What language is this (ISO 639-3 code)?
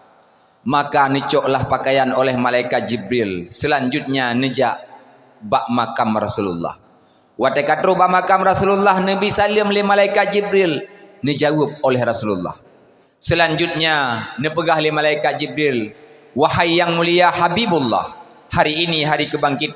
ace